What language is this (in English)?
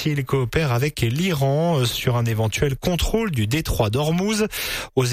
French